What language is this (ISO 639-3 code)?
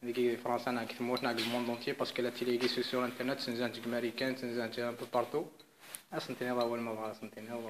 kab